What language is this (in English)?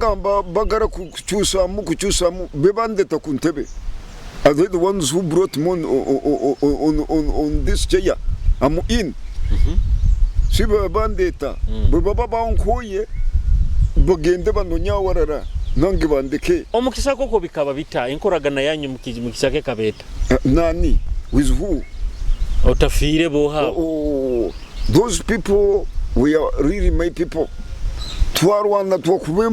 Nyoro